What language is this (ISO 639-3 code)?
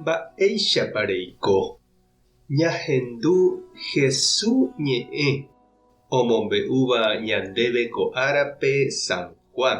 grn